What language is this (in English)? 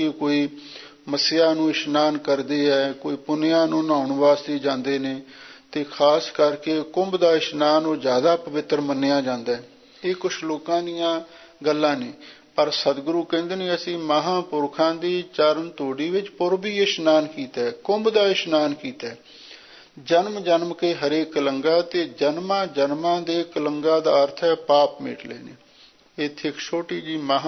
Punjabi